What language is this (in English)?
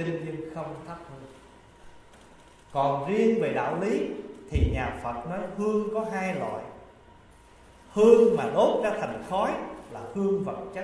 Vietnamese